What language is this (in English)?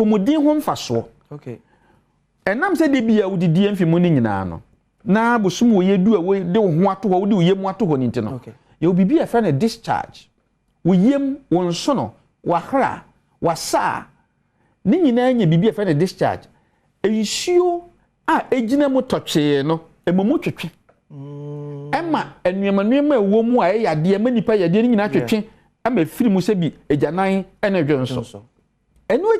Akan